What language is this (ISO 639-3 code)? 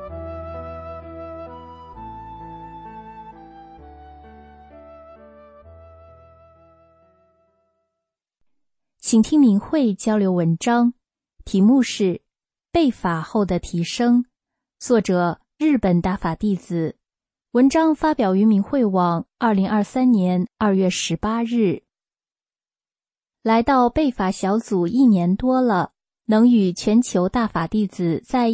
zho